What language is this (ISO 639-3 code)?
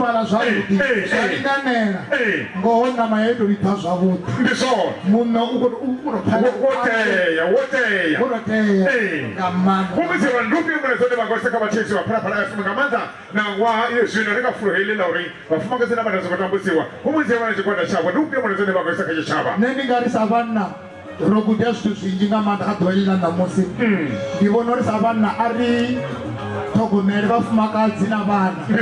ven